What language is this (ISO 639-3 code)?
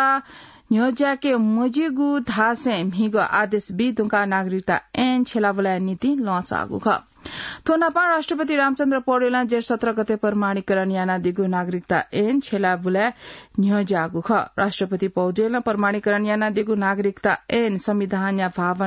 new